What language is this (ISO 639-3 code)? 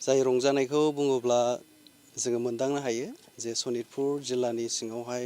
brx